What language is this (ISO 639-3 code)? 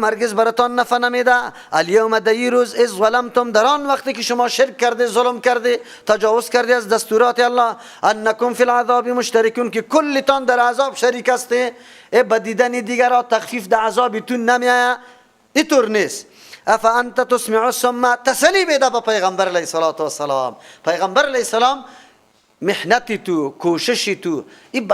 fas